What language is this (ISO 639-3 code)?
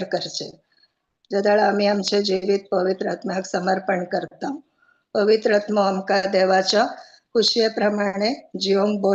kok